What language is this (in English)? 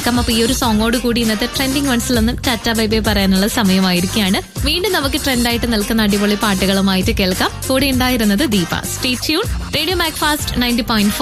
Malayalam